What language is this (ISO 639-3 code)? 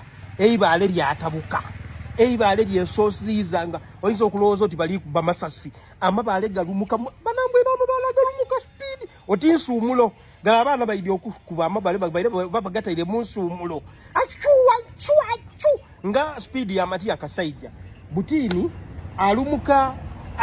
lug